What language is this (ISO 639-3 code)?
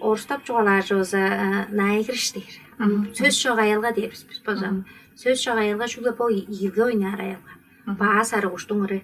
tyv